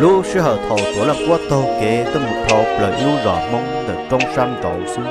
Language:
Hmong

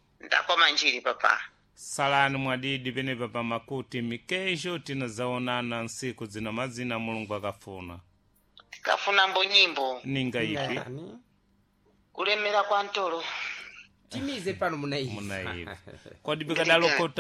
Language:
Sena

